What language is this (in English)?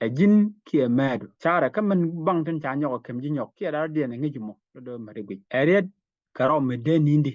Nuer